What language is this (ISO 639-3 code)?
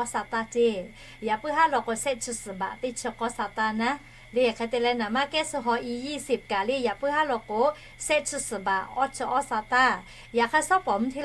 lhu